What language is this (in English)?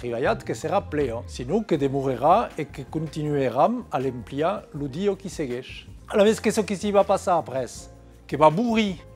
Occitan